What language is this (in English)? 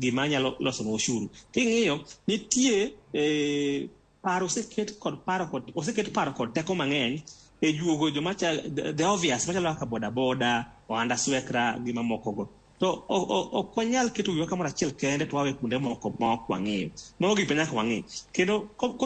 Luo (Kenya and Tanzania)